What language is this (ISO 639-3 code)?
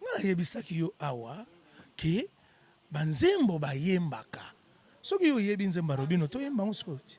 lin